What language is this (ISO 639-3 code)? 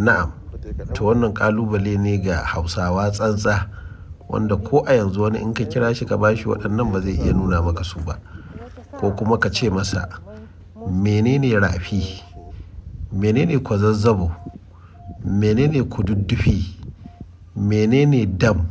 hau